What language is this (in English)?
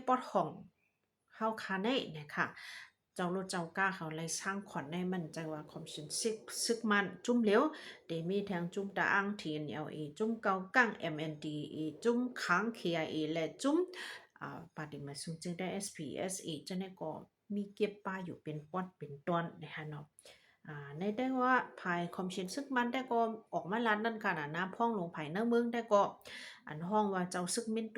Shan